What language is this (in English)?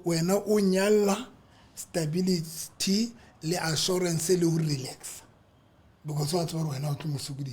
Southern Sotho